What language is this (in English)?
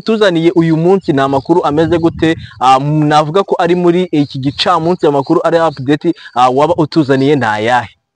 Kinyarwanda